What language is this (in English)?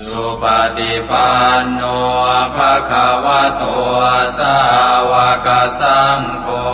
Pali